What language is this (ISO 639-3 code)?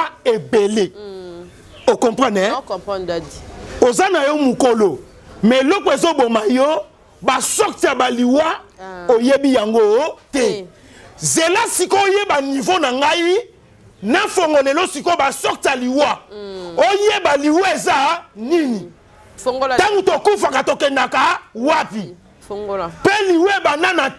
lin